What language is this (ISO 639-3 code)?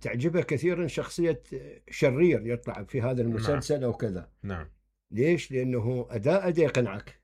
acm